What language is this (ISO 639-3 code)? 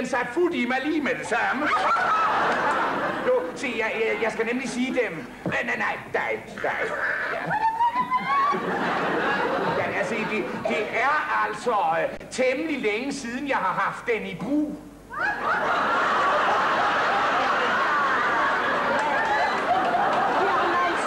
dan